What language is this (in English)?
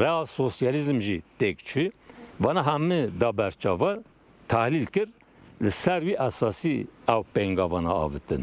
Kurdish